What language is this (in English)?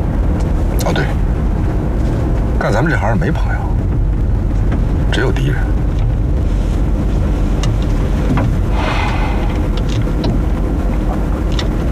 Chinese